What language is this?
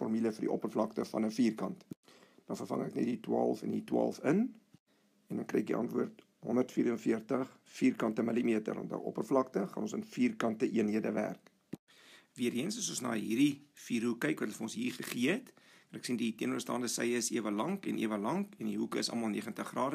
Afrikaans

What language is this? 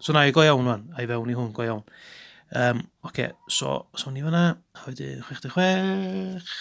Welsh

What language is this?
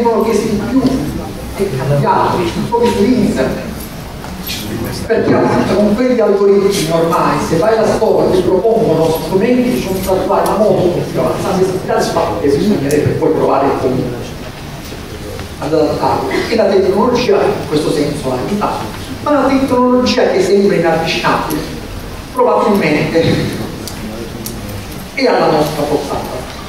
Italian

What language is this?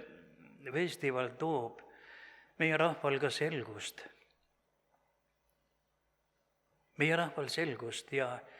Estonian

